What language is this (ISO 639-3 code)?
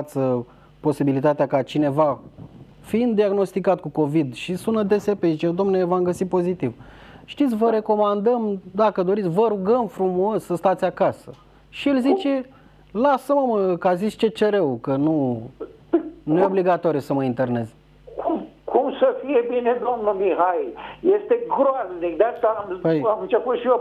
ron